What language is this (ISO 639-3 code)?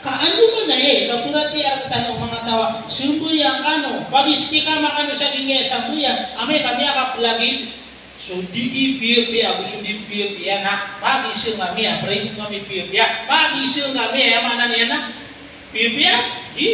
mrw